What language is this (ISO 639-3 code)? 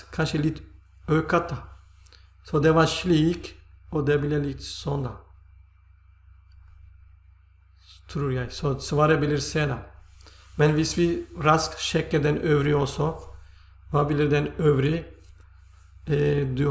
nor